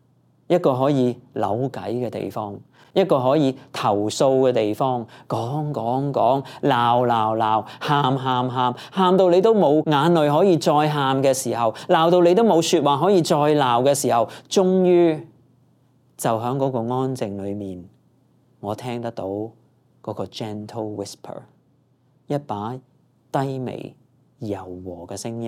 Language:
Cantonese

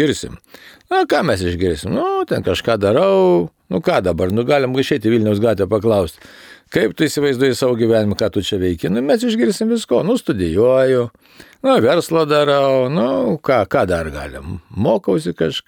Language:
Lithuanian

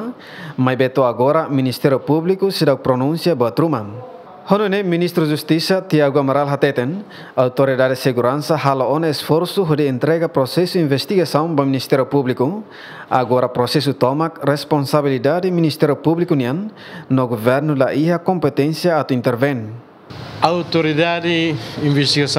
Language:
Tetum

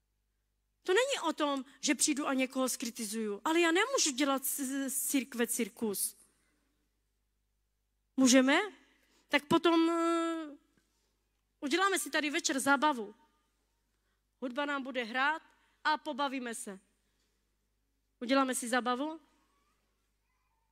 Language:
Czech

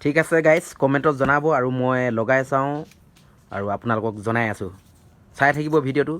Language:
Assamese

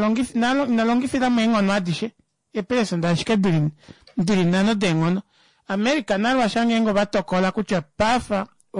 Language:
Kuanyama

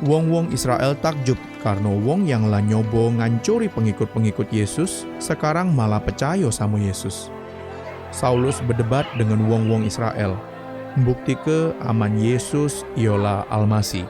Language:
Musi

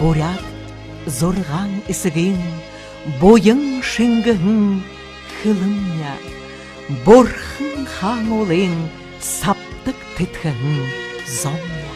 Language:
Buriat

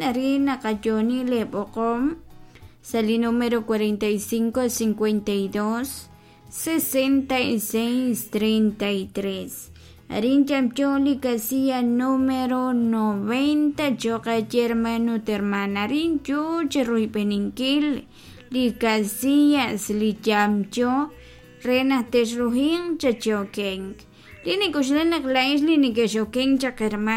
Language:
Kekchí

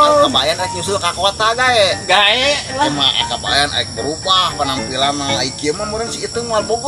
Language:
Sundanese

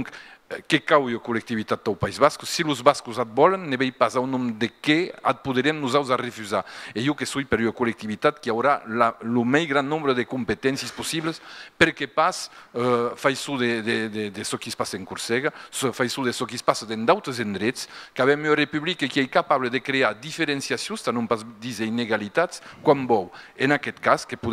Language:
Occitan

